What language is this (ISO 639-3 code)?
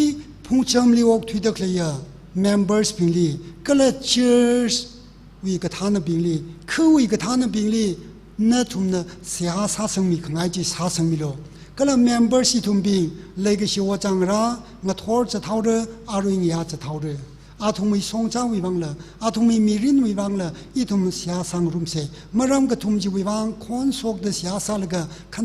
nmf